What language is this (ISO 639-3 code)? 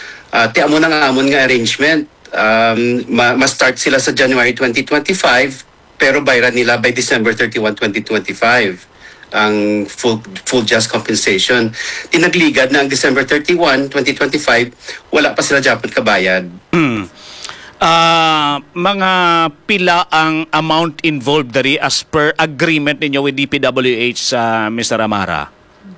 hil